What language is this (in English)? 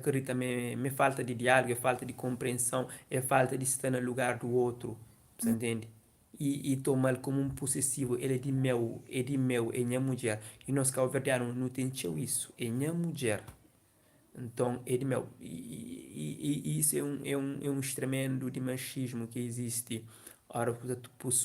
Kabuverdianu